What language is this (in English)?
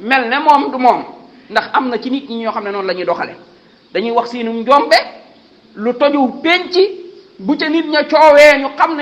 Wolof